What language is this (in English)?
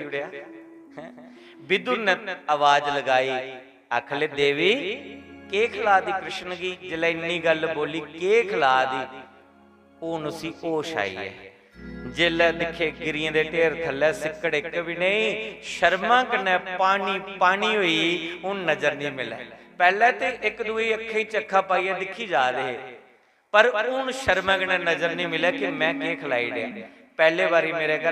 Dogri